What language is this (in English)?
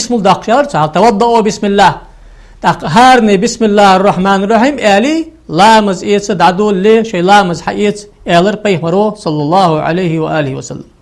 Ingush